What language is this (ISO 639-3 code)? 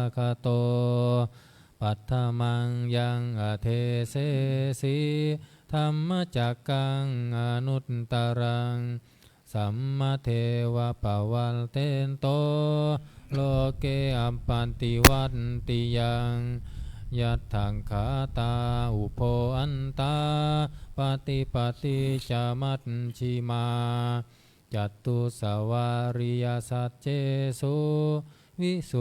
pli